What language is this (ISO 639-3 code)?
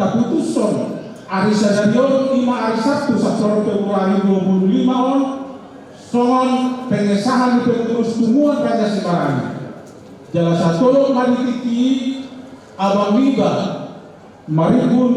bbc